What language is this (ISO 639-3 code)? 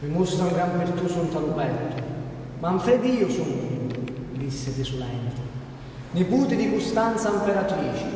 scn